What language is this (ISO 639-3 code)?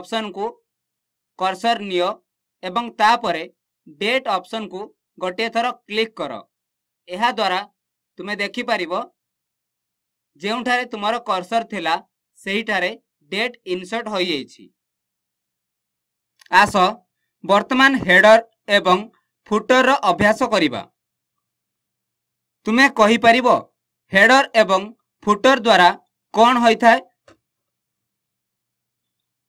ori